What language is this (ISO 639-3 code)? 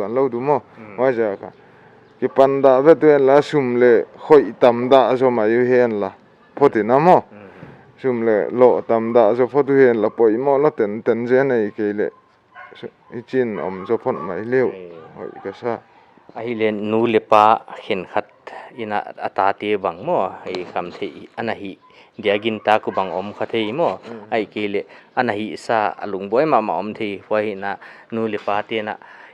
pck